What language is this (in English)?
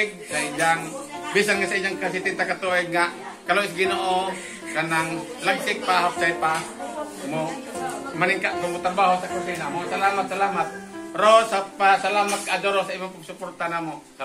Cebuano